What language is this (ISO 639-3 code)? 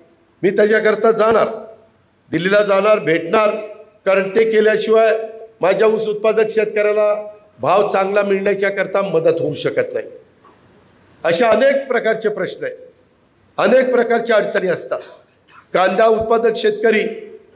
mar